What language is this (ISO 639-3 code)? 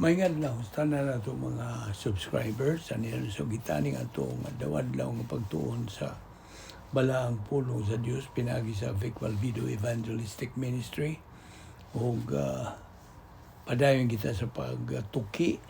ceb